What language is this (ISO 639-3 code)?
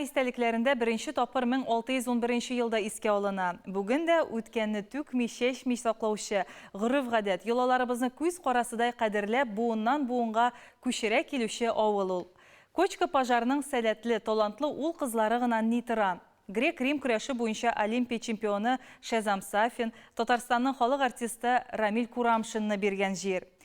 tat